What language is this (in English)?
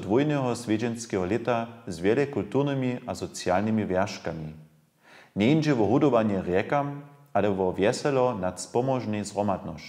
Upper Sorbian